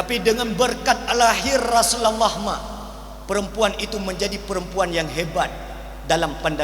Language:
Achinese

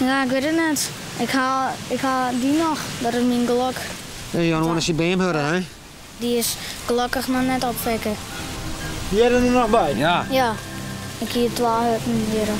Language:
Western Frisian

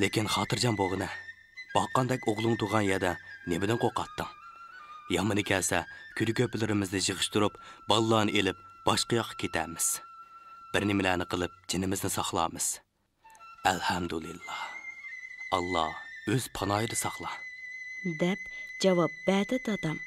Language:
Uyghur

